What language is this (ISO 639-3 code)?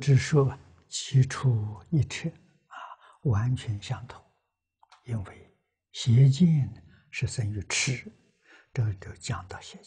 zho